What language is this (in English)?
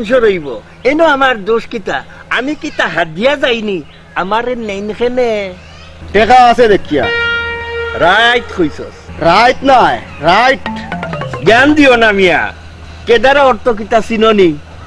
Sylheti